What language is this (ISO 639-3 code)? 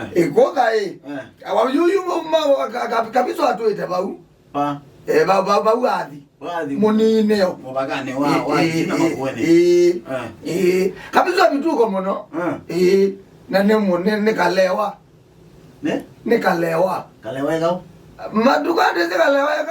kam